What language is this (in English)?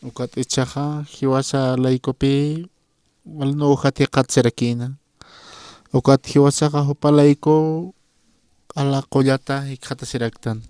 Aymara